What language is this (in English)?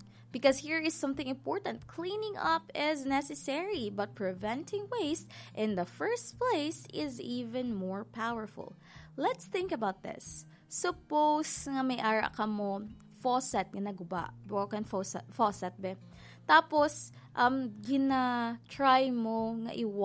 Hiligaynon